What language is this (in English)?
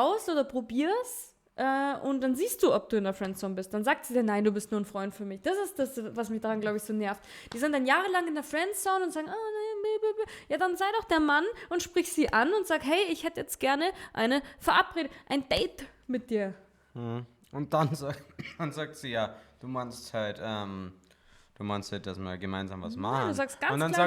Bavarian